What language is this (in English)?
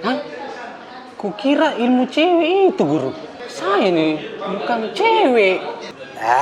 Makassar Malay